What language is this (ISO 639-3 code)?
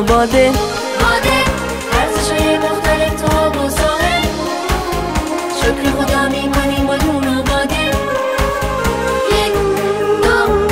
fas